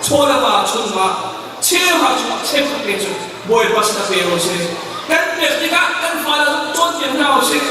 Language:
Hakha Chin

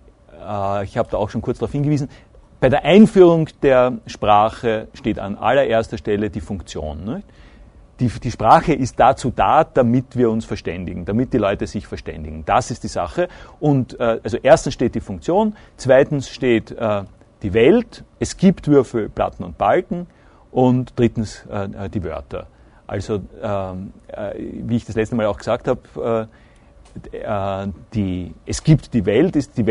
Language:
German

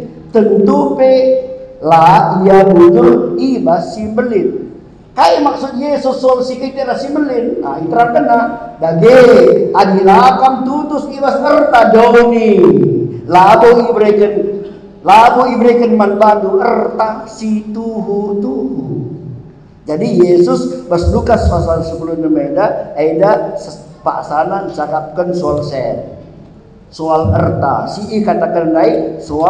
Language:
Batak Karo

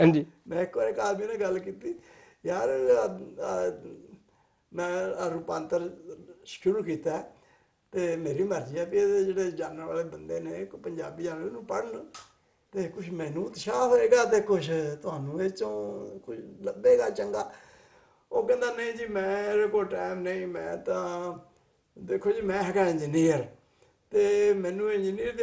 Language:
Punjabi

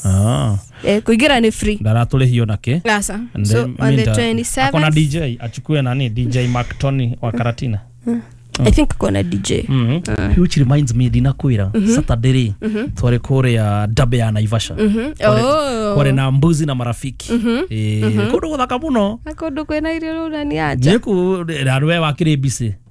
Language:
Kikuyu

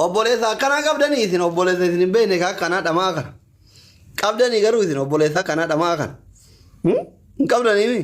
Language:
Oromo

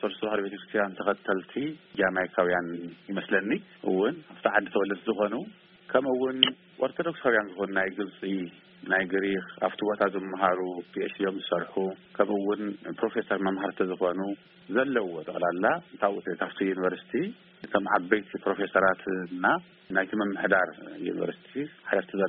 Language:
Tigrinya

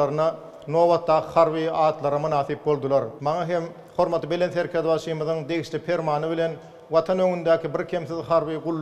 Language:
Turkmen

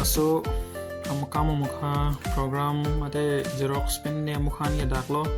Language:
Karbi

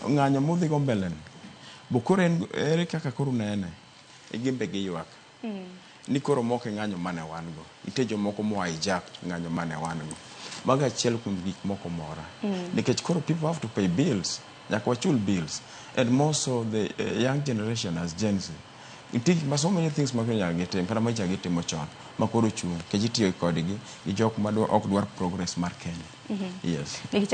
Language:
Luo (Kenya and Tanzania)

